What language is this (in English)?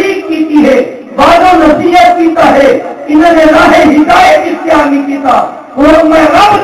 Saraiki